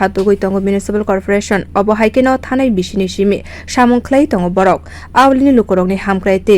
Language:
Kok Borok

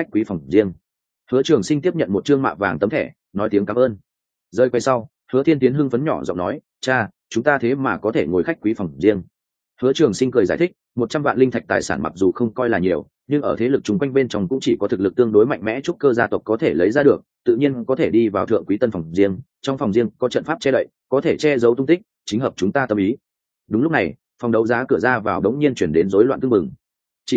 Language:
Vietnamese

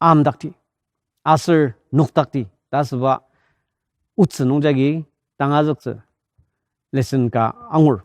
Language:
Ao Naga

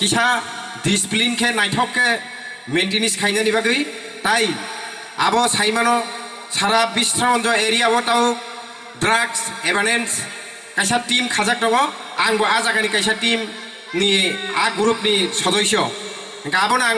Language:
Kok Borok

